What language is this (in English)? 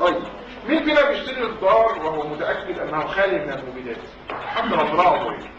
Egyptian Arabic